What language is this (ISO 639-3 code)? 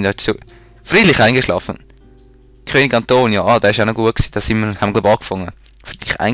gsw